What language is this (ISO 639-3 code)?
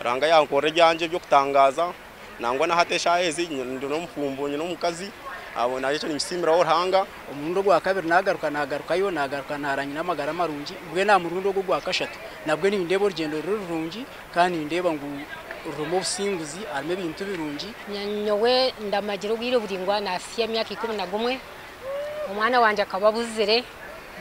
nyn